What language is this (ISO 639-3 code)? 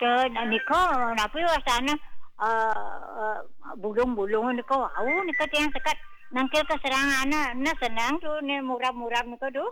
ban